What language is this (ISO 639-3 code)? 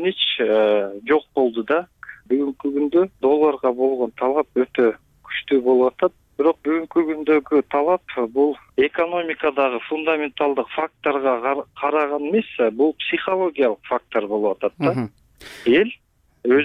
kir